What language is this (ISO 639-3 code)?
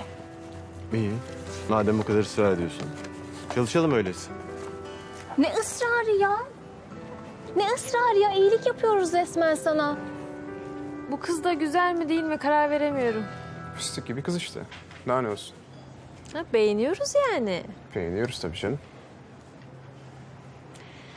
tur